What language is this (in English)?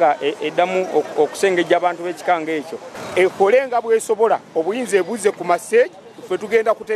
Ganda